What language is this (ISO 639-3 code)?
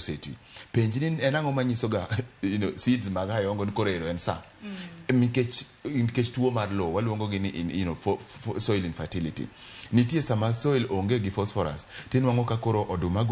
luo